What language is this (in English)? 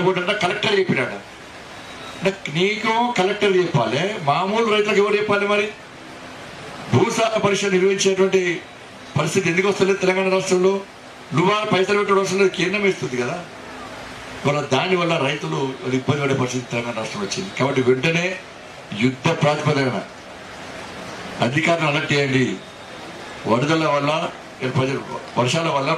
Telugu